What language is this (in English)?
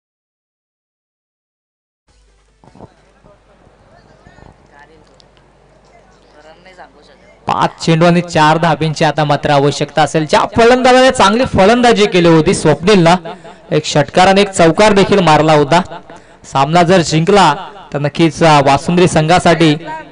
Marathi